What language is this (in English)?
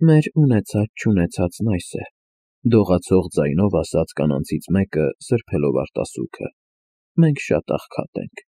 Armenian